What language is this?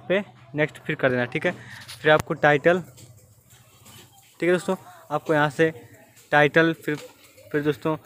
Hindi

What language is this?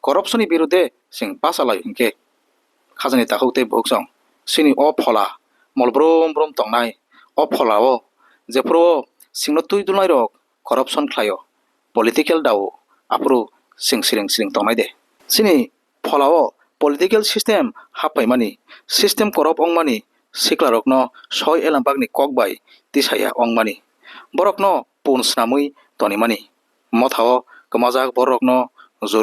Kok Borok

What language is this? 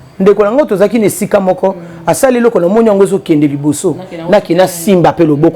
Lingala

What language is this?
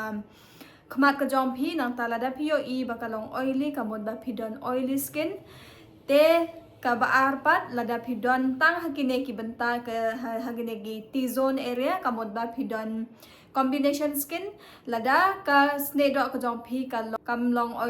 Khasi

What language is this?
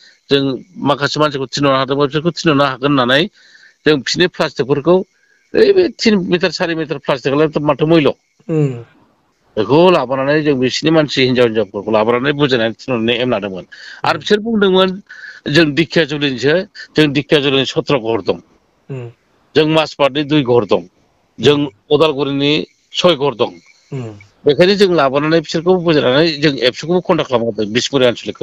Bodo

